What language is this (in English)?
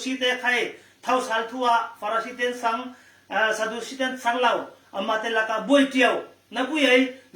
Falam Chin